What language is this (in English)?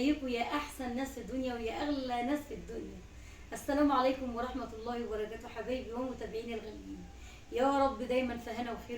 Egyptian Arabic